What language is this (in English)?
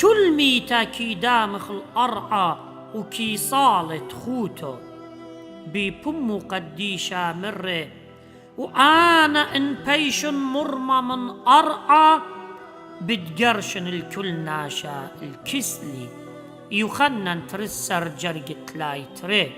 Assyrian Neo-Aramaic